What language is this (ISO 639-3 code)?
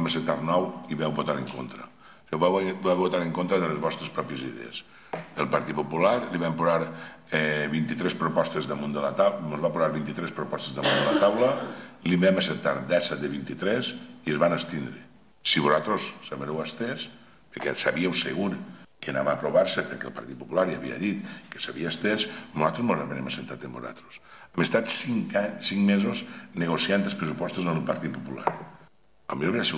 cat